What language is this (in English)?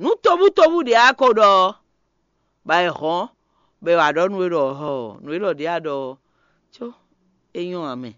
Fon